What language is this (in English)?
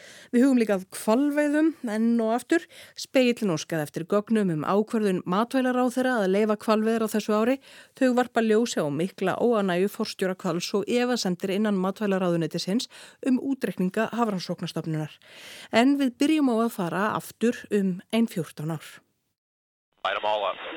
Icelandic